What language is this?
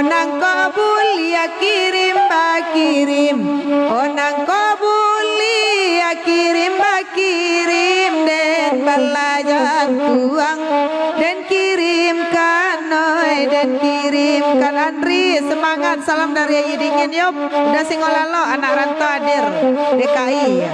Minangkabau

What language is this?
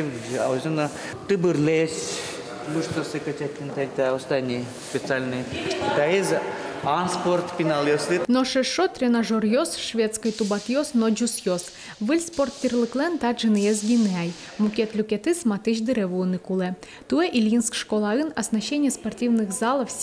Udmurt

